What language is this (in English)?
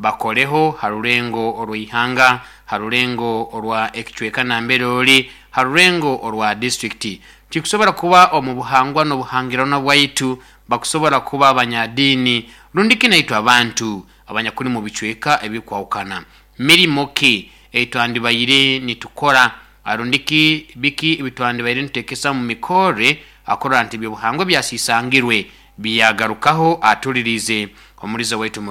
Nyoro